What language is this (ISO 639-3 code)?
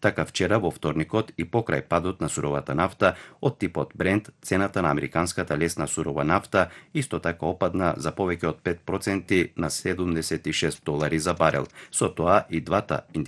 mkd